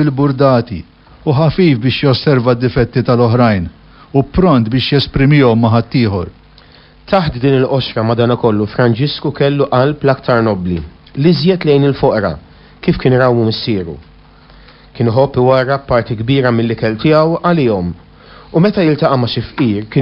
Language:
Maltese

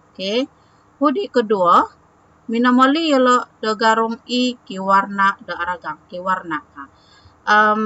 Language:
Central Dusun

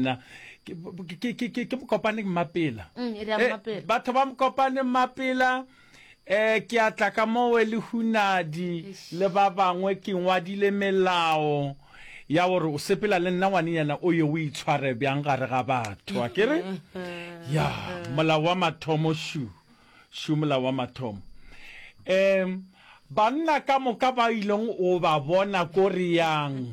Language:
Northern Sotho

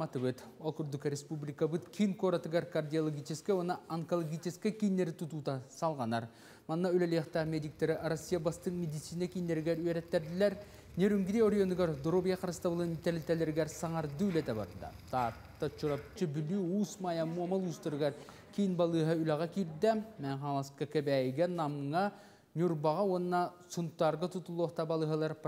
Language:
Yakut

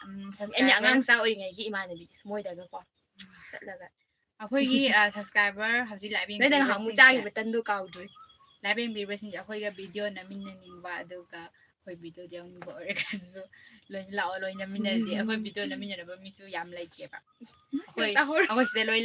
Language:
Manipuri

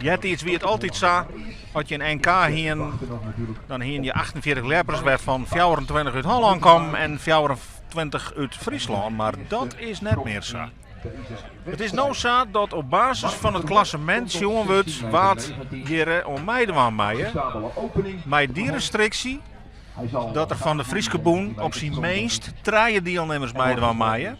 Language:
Western Frisian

